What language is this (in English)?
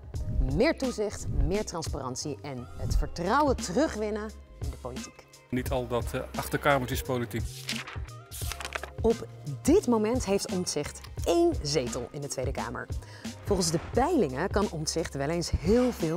Dutch